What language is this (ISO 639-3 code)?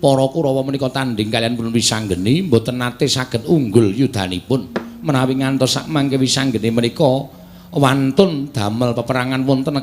jav